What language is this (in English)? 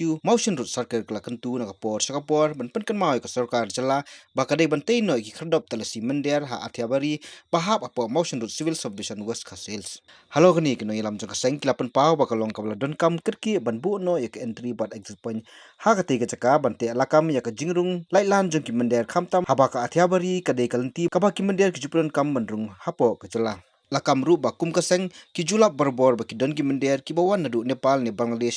Khasi